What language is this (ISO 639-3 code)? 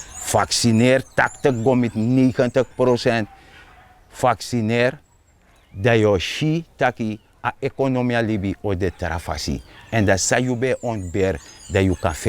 srn